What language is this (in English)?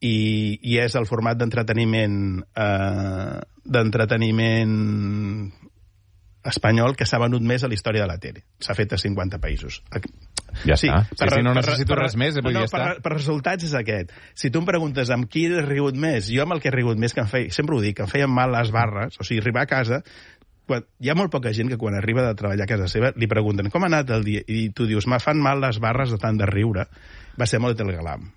Catalan